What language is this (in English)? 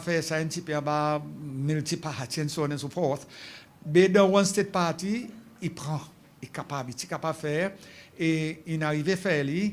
Seselwa Creole French